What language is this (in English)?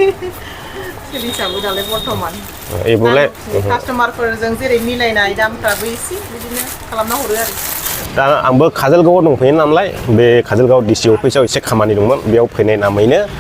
Bodo